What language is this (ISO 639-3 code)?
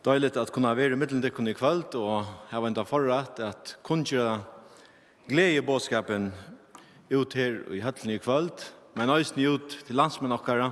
fao